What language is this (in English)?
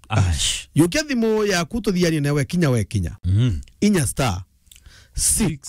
Meru